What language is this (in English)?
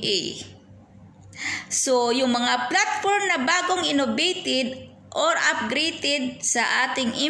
Filipino